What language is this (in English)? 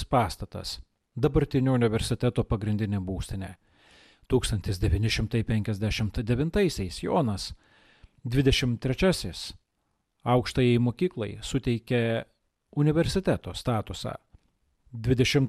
Lithuanian